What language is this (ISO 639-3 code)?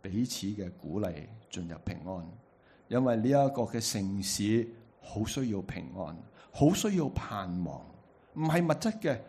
yue